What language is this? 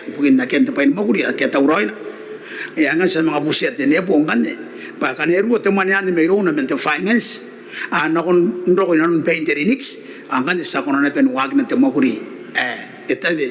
Gilbertese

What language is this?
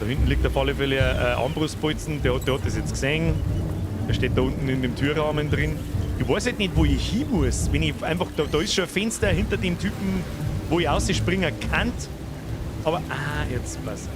Bavarian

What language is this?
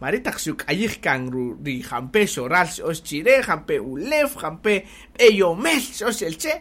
Kaqchikel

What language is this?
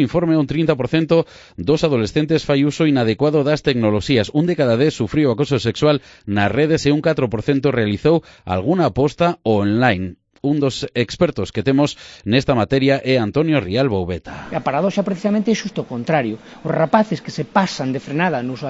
Galician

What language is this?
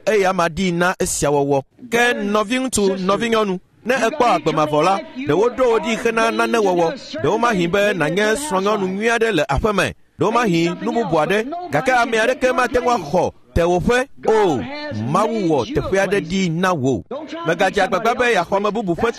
Ewe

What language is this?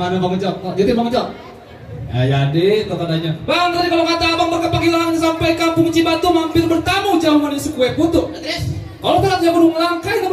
Betawi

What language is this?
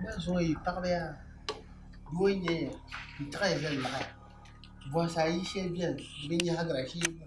Dagbani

